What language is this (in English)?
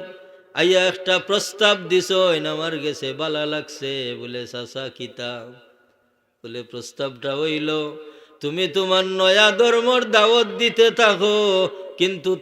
Sylheti